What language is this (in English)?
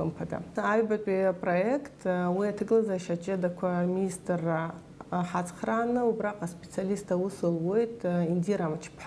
Abkhazian